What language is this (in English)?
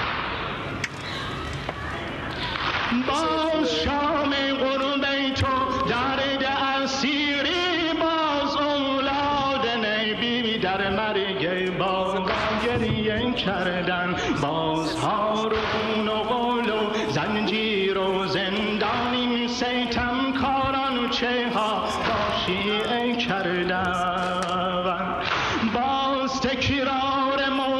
Persian